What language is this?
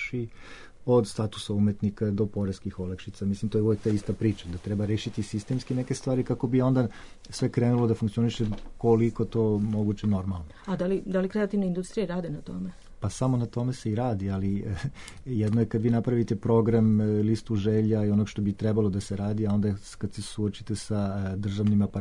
Serbian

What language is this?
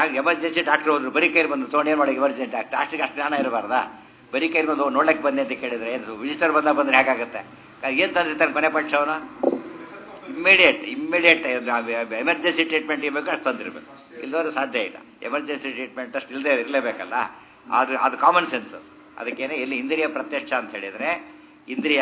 Kannada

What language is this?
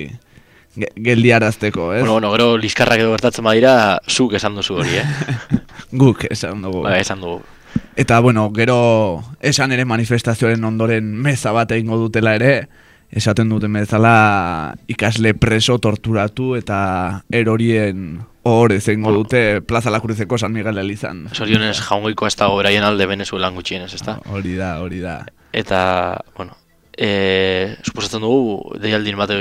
Basque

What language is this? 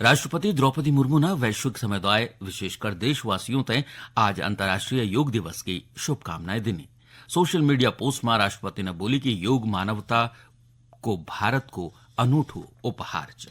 Garhwali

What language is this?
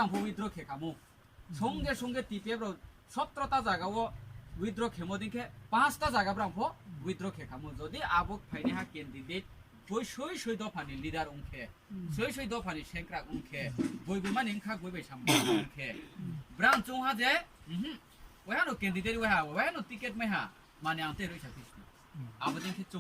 Riang (India)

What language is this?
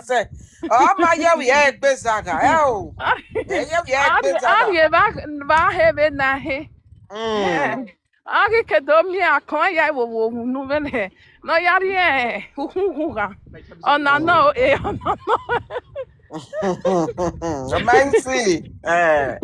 Nigerian Pidgin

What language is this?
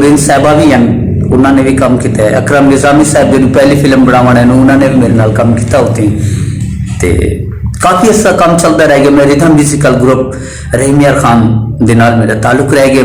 Saraiki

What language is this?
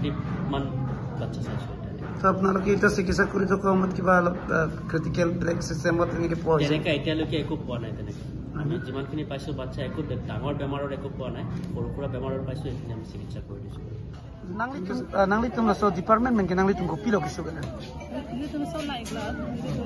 Karbi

